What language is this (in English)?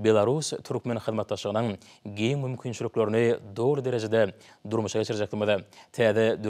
Turkmen